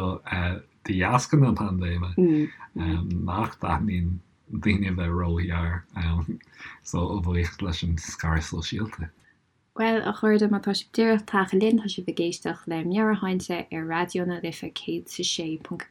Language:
Irish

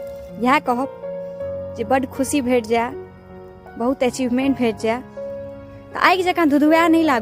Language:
Maithili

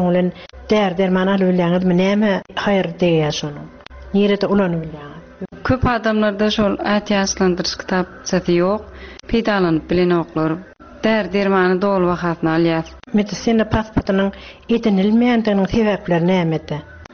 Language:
Turkmen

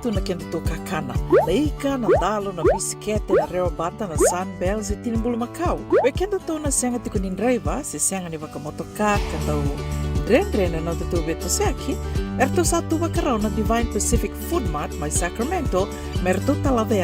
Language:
Fijian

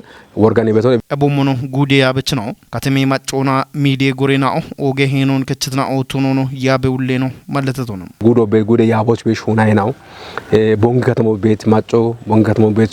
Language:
Kafa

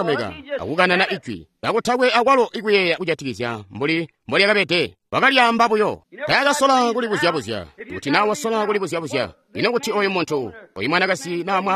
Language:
Tonga (Zambia)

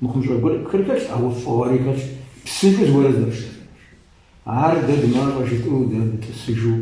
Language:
Kabardian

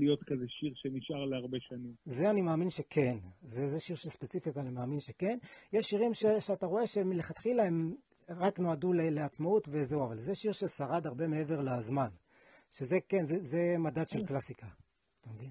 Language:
Hebrew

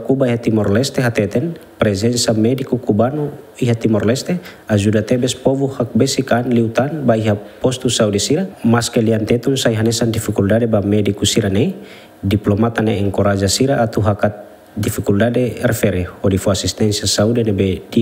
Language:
Tetum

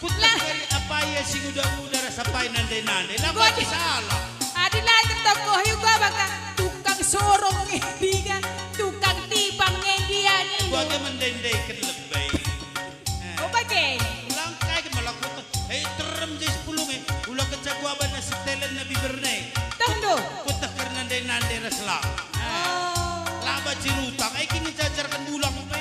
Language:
Batak Karo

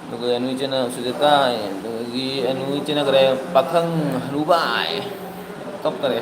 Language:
Manipuri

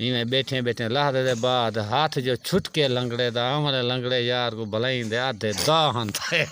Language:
Saraiki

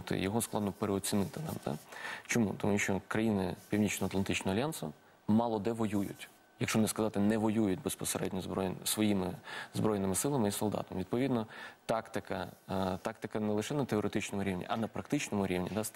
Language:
Ukrainian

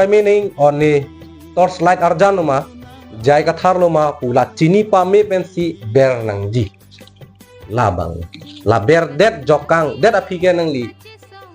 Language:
Karbi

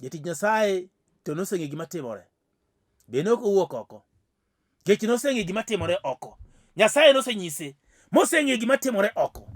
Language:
Luo (Kenya and Tanzania)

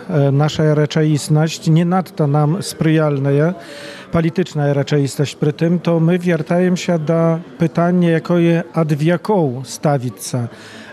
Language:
Belarusian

